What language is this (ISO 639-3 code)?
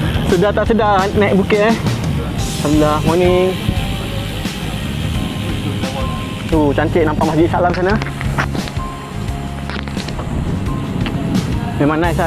msa